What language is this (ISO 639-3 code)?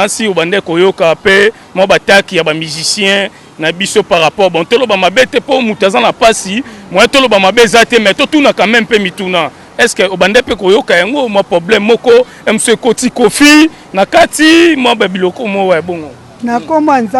lin